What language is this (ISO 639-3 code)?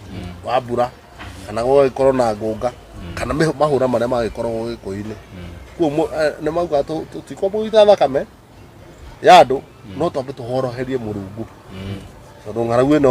kik